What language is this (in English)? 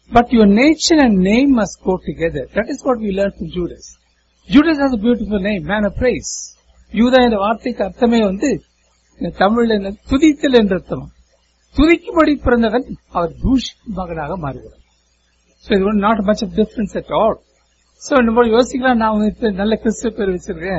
Tamil